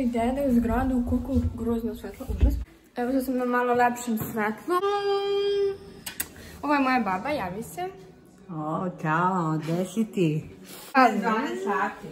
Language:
Serbian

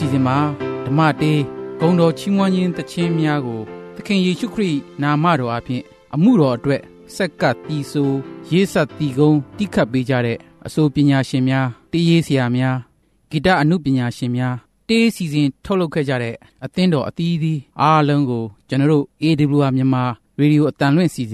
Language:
Burmese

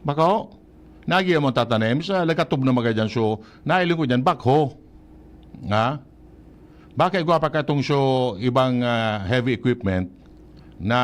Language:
Bikol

